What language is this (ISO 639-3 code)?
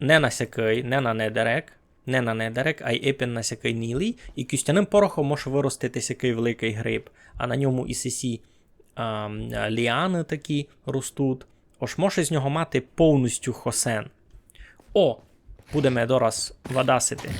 rue